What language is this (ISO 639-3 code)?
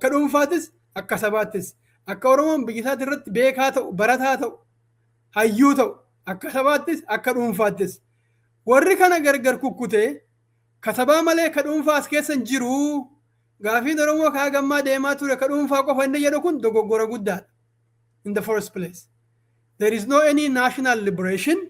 orm